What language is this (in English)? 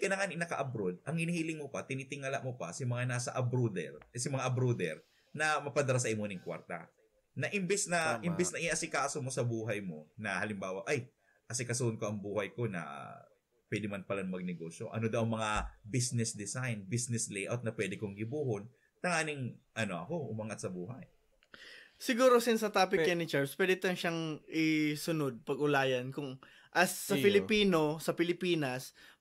Bikol